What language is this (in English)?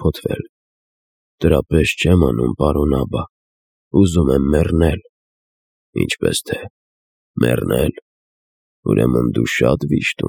Armenian